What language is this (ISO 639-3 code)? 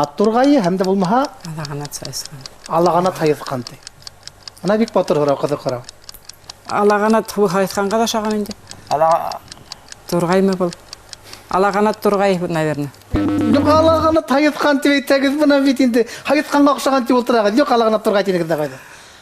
bak